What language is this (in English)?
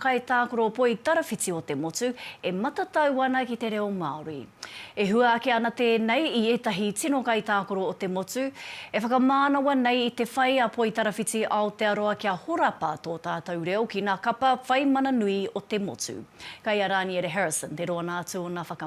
Māori